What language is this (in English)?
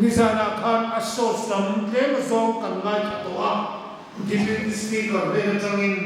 Hmar